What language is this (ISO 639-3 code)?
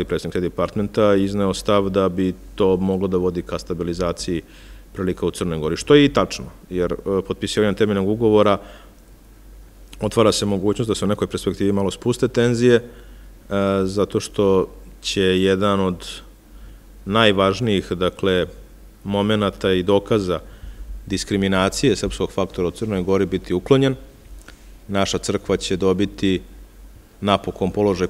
srp